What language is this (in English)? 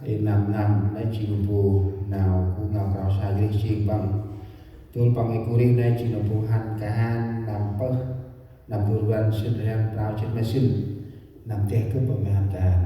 Central Mnong